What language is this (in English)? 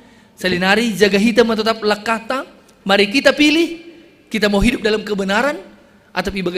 Batak Simalungun